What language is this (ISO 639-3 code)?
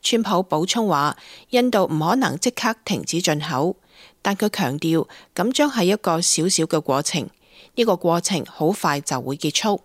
yue